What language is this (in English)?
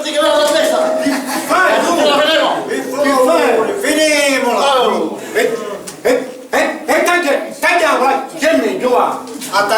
Sicilian